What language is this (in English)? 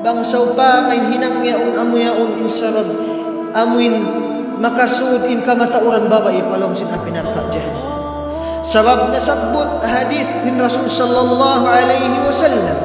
Tausug